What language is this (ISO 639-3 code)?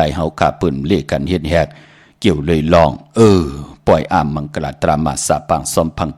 shn